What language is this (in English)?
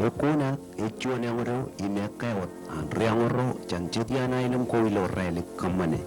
Marshallese